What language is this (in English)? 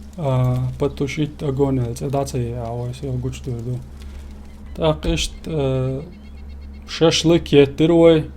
Chechen